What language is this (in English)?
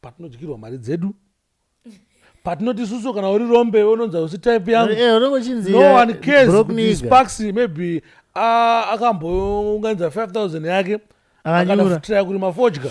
Shona